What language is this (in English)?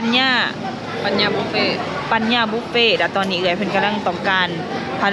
Lao